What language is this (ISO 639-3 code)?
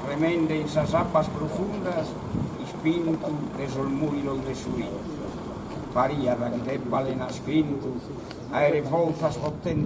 srd